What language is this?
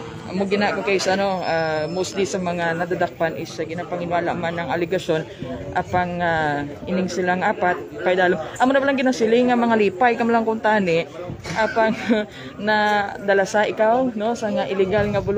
Hiligaynon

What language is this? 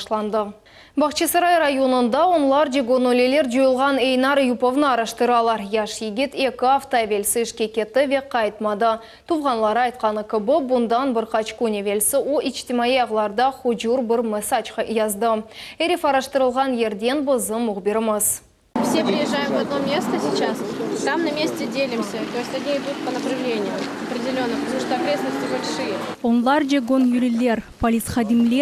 Crimean Tatar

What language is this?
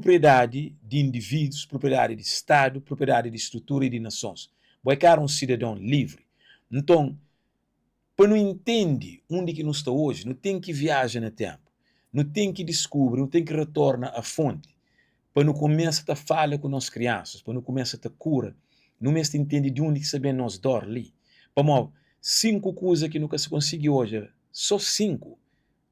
Kabuverdianu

